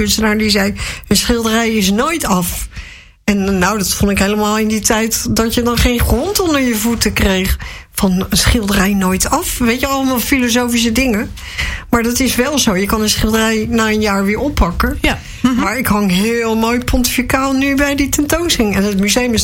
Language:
Dutch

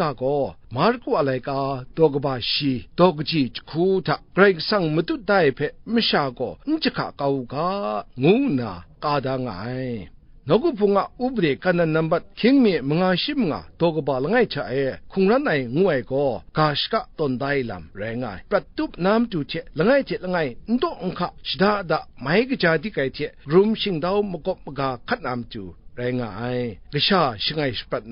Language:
Kachin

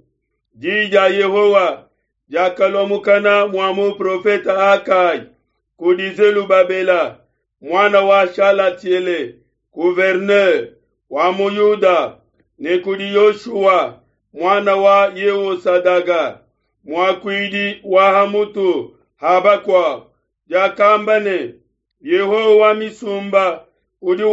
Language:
Luba-Lulua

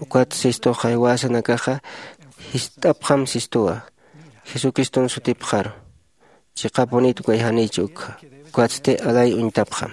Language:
Aymara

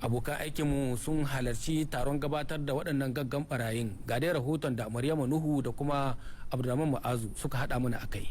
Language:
Hausa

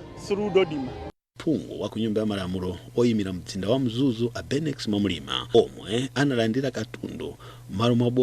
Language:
Nyanja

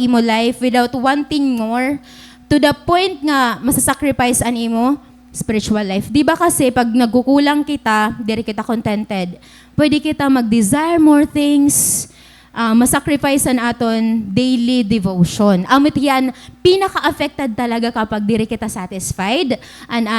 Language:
Waray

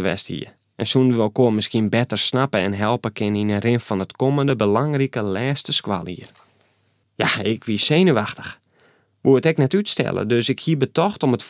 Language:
Western Frisian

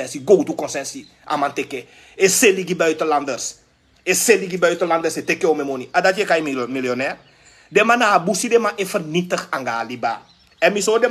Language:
Sranan Tongo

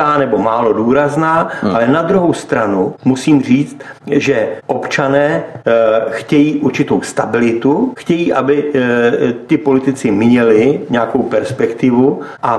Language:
Czech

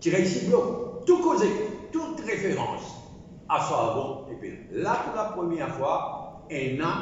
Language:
Morisyen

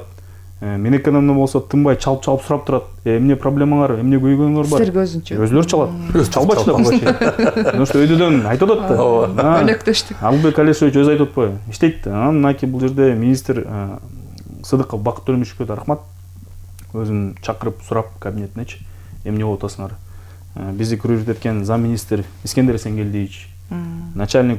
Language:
Kyrgyz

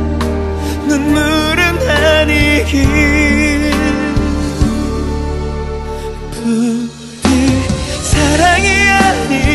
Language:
Korean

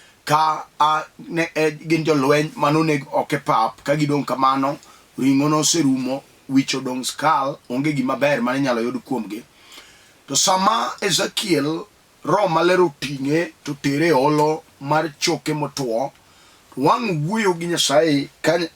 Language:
Luo (Kenya and Tanzania)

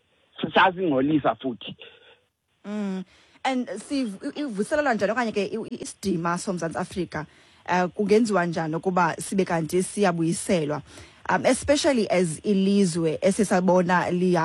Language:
Xhosa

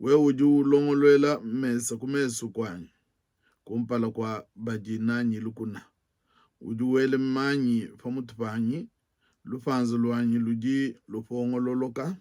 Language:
Luba-Lulua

